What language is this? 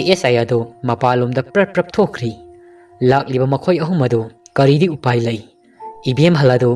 Manipuri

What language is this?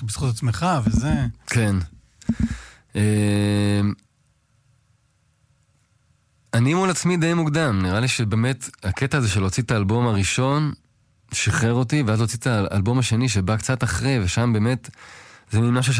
Hebrew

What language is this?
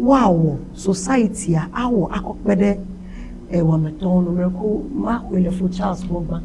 Ewe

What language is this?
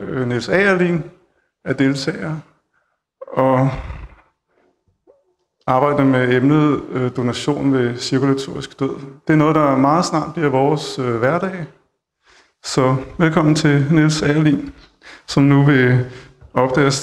Danish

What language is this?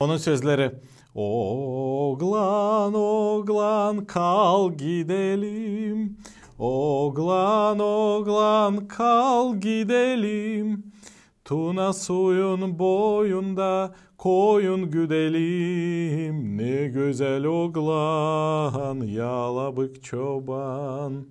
Gagauz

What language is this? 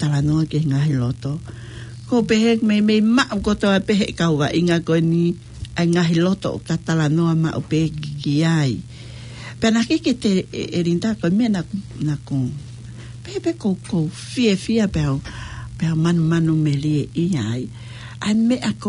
Tongan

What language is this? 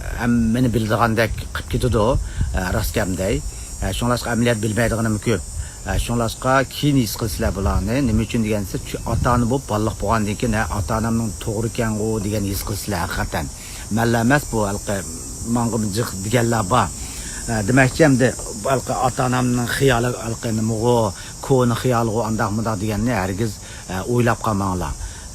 Uyghur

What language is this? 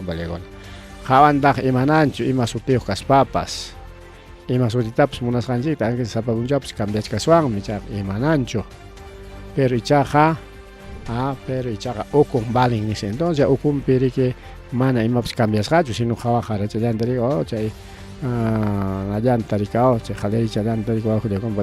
Ayacucho Quechua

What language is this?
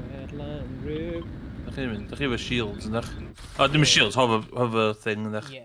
Welsh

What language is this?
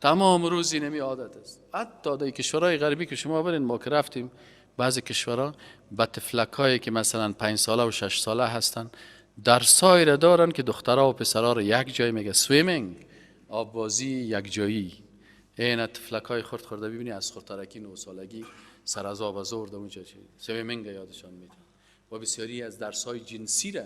Persian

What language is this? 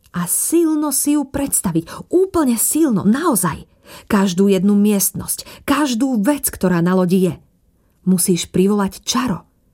Slovak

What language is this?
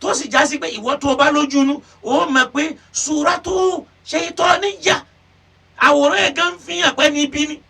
Yoruba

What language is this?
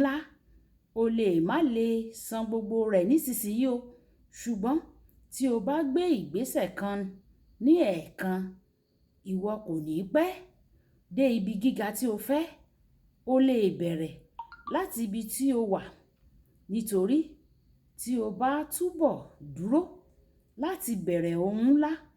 Yoruba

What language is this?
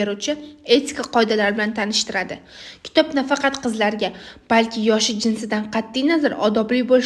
Uzbek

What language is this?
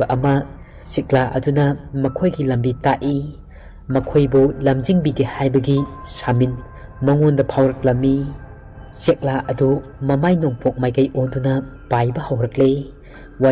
Manipuri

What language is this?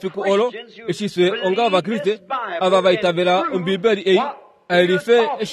Kuanyama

